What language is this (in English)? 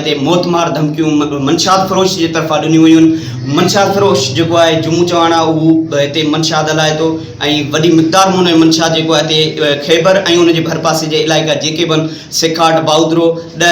Sindhi